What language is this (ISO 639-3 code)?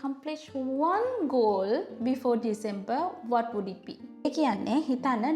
sin